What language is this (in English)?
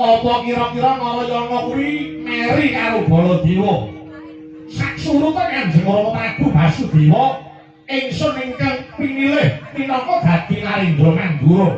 Javanese